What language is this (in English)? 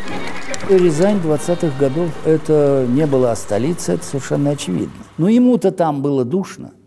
Russian